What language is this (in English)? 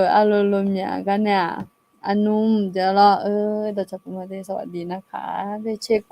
Akha